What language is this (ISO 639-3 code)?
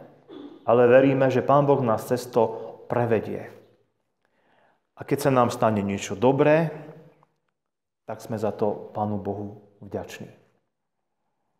slk